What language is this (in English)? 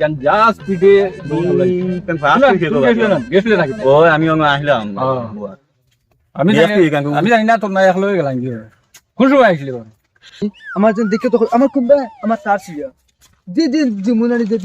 Sylheti